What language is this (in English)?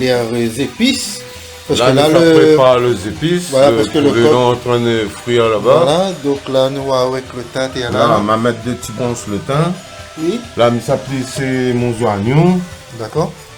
Réunion Creole French